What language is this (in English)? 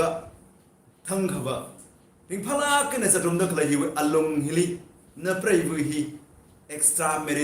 Tangkhul Naga (India)